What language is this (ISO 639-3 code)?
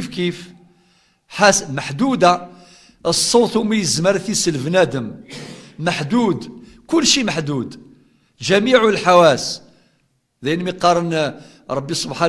kab